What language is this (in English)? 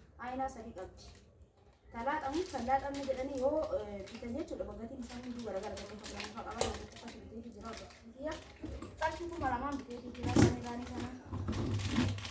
Oromo